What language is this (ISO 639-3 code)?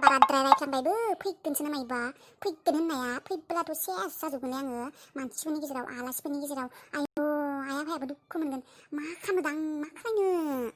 brx